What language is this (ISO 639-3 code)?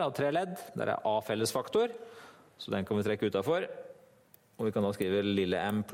nor